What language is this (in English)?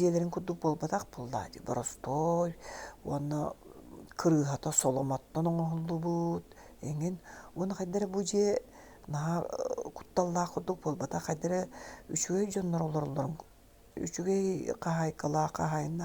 Yakut